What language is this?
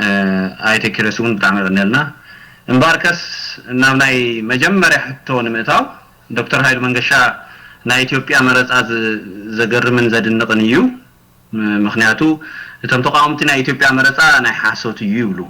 Tigrinya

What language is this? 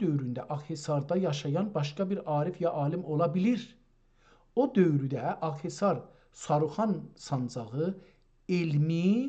South Azerbaijani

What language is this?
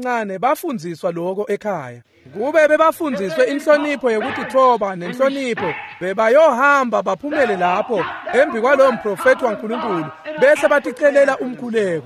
Swati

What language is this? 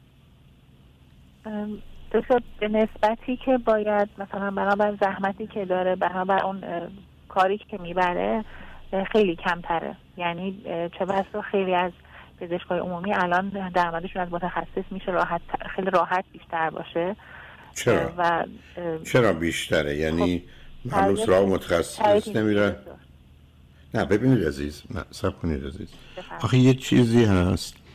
Persian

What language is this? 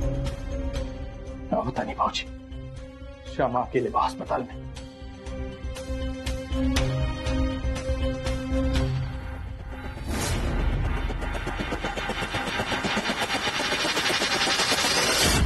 Bhojpuri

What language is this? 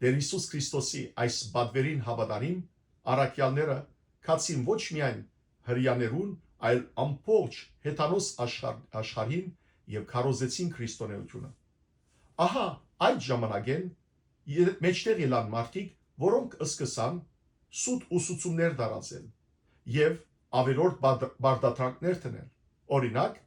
Western Armenian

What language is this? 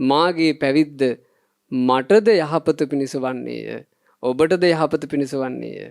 Sinhala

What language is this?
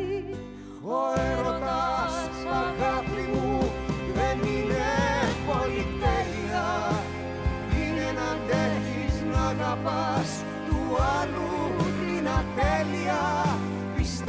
Greek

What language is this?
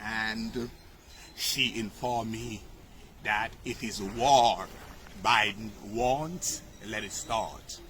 Jamaican Creole English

